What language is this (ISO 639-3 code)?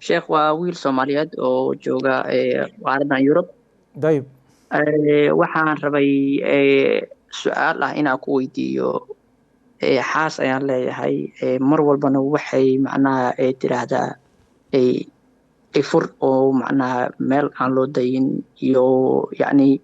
som